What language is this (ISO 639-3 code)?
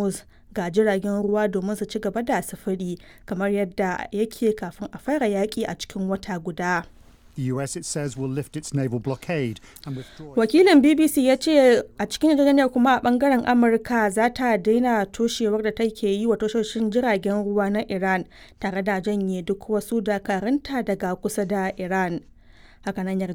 hau